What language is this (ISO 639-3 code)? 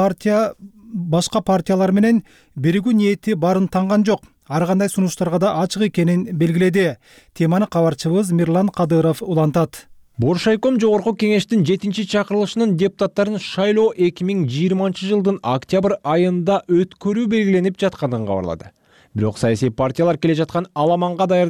kir